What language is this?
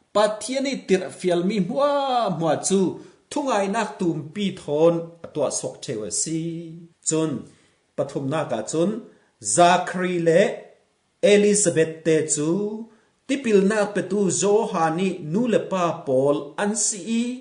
Falam Chin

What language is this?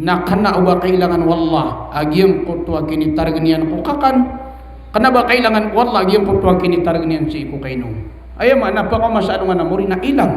Maranao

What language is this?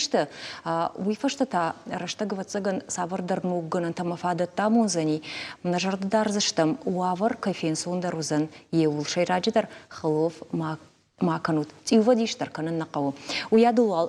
Ossetic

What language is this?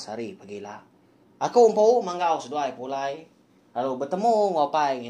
Iban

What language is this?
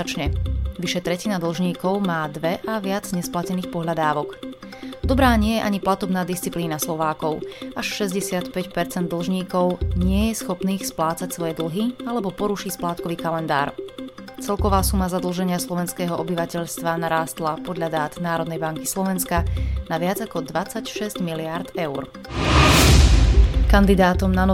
Slovak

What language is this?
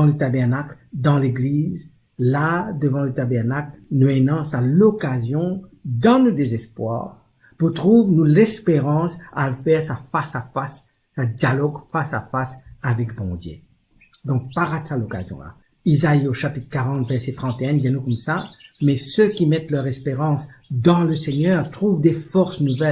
Morisyen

